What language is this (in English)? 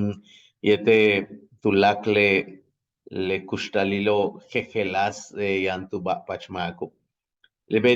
Yucateco